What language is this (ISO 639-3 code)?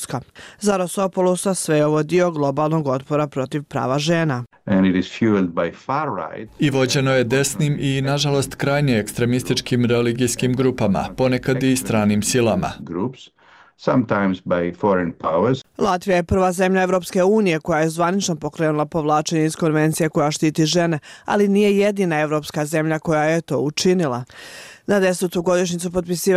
bos